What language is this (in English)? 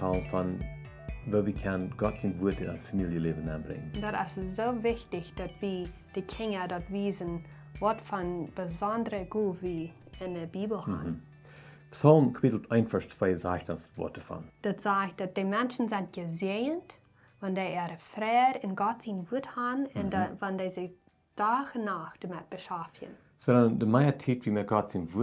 Plautdietsch